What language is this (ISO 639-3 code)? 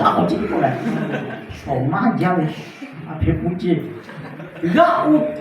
lhu